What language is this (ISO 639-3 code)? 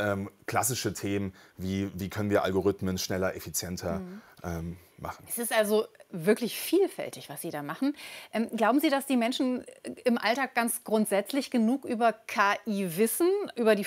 deu